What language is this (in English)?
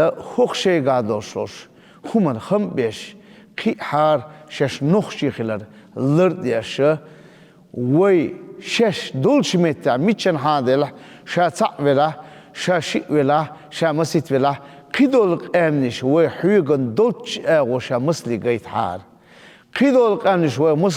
Chechen